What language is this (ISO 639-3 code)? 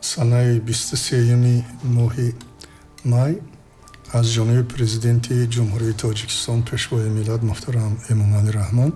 tgk